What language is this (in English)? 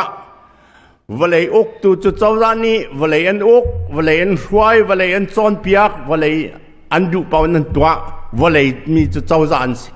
Hakha Chin